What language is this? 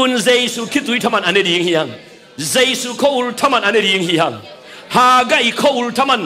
Tedim Chin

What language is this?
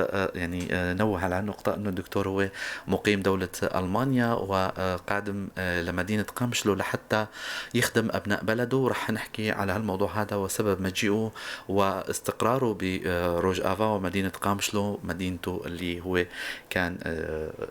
North Levantine Arabic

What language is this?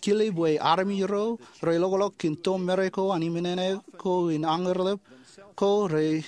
Marshallese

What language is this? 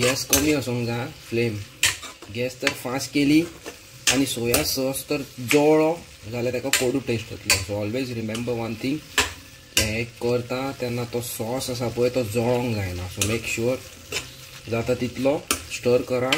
Konkani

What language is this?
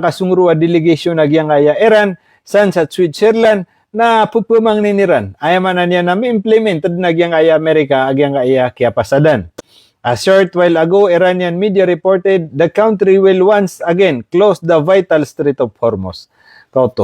Maranao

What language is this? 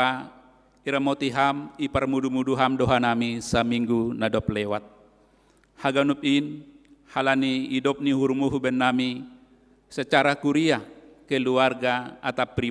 Batak Simalungun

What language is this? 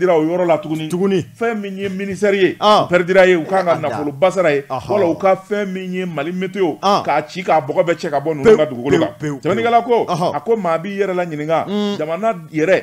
Bambara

